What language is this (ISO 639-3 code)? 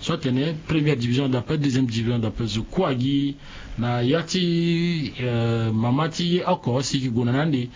sag